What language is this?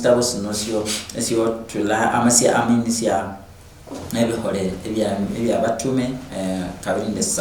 Luyia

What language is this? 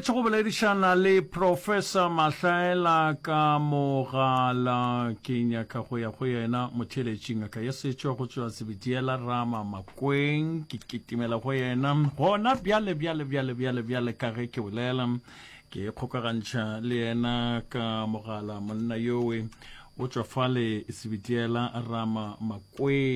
Northern Sotho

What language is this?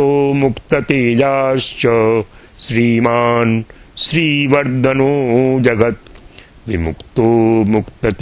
Sanskrit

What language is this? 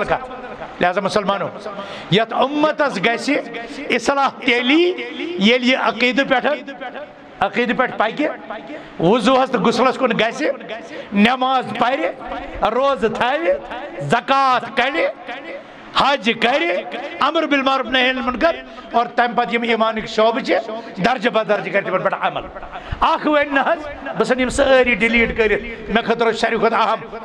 Kashmiri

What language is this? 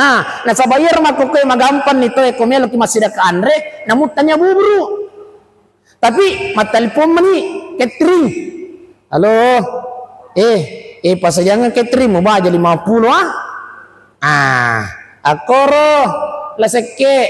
Buginese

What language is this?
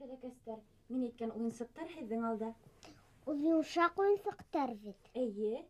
Bashkir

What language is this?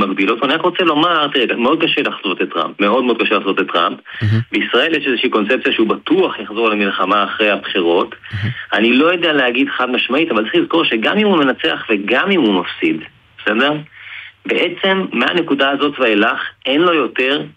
Hebrew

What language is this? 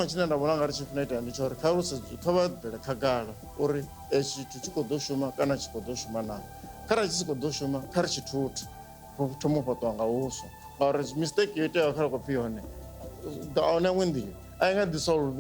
Venda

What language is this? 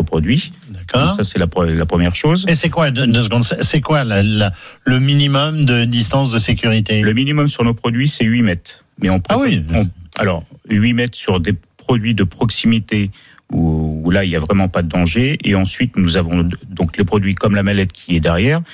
French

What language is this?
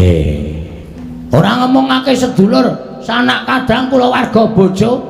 Javanese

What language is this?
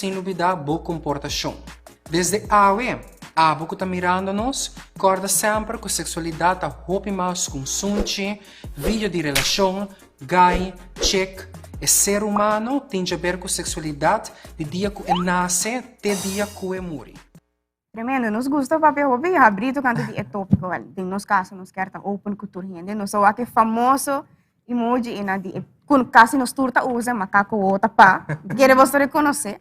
Papiamento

